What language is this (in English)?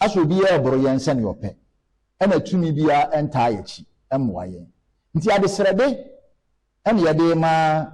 Akan